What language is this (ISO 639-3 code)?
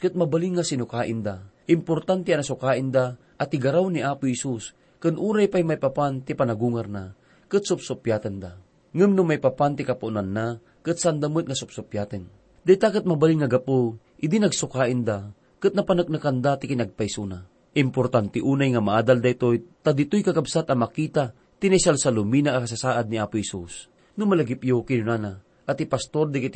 ilo